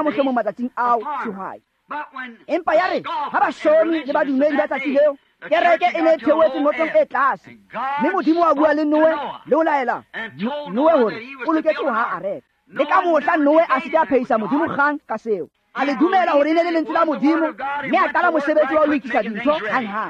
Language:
Tswana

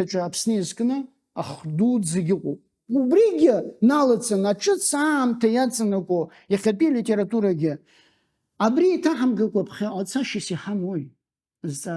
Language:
Abkhazian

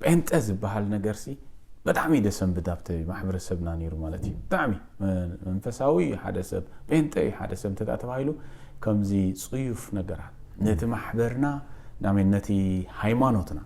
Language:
Tigrinya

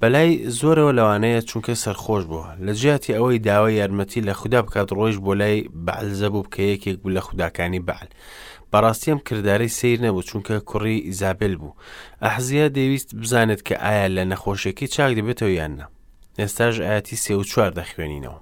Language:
Central Kurdish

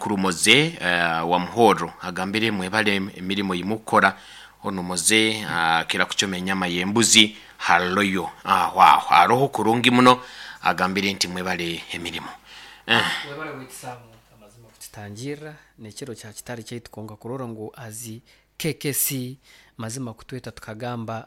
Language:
Nyoro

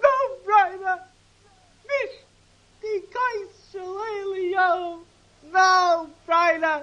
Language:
Yiddish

